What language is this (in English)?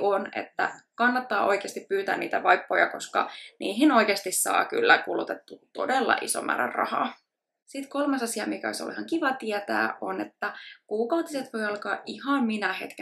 Finnish